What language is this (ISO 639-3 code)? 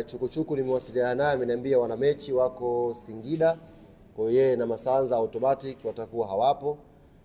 swa